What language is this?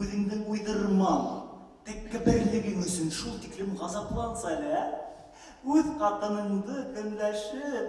Bashkir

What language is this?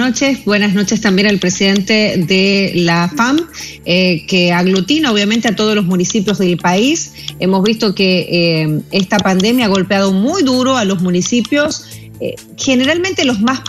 Spanish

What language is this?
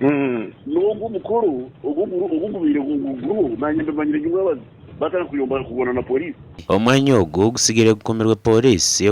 Nyankole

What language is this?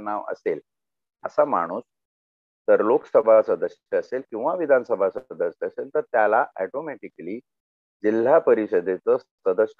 Marathi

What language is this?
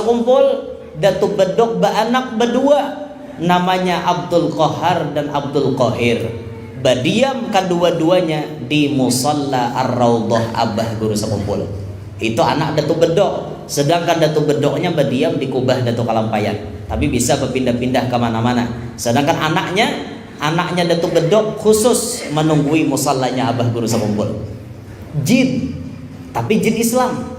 Banjar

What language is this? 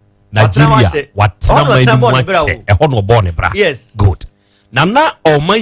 Akan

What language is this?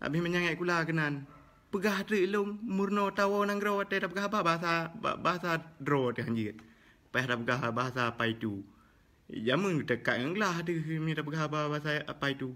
Achinese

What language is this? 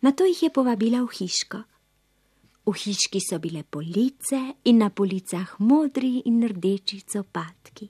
Slovenian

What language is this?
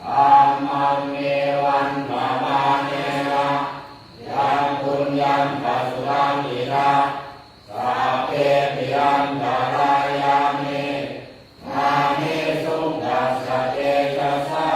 Pali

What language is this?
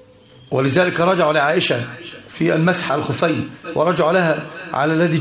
Arabic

